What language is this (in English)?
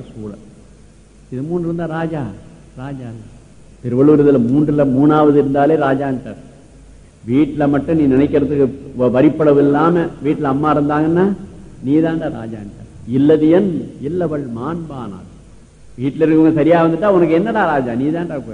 Tamil